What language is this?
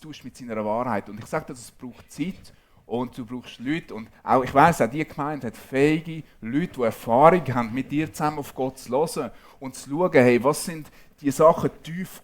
Swiss German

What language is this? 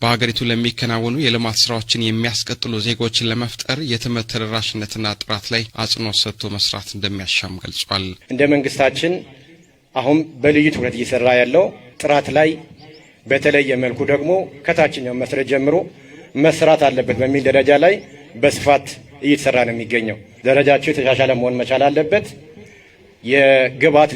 Amharic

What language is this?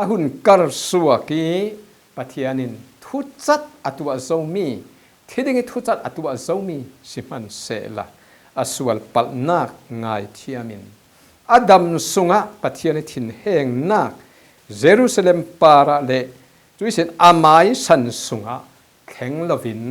Falam Chin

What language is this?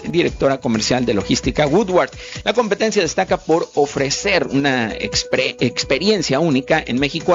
Spanish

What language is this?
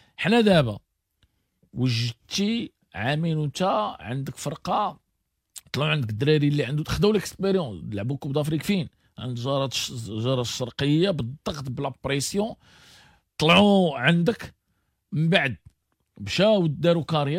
Moroccan Arabic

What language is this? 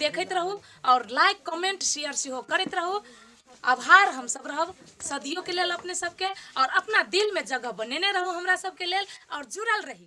Maithili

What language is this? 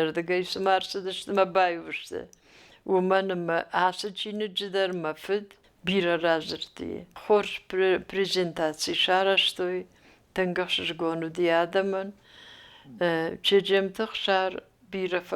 Ossetic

